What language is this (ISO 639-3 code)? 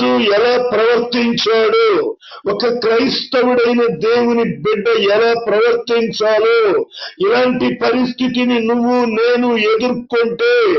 tel